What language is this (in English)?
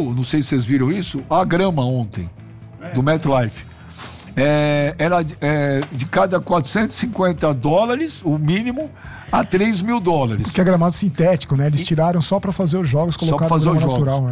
Portuguese